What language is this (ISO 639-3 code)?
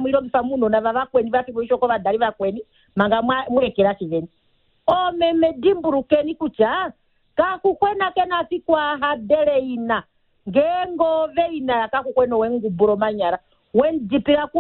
kua